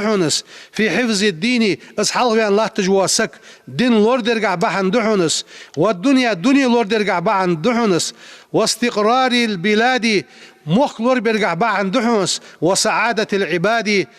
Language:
Ingush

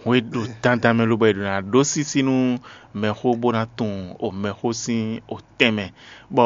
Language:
Fon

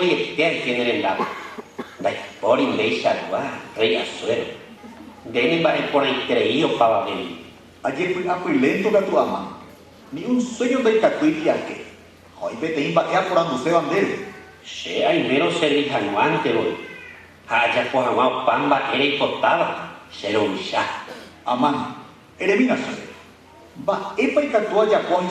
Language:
Guarani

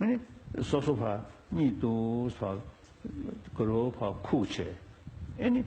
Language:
Tibetan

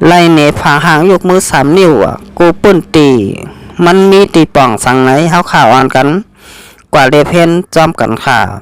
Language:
Shan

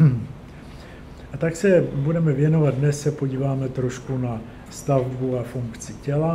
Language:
Czech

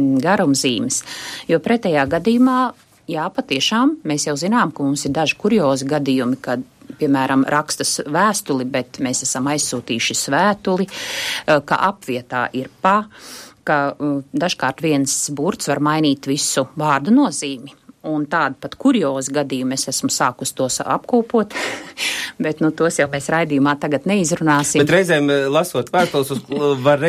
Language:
Latvian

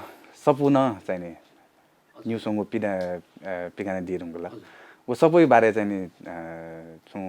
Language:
Newari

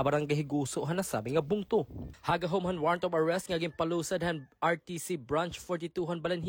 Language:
Waray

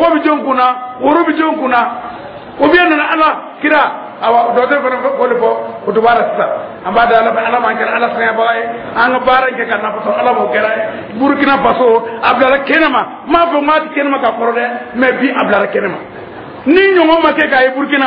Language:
Dyula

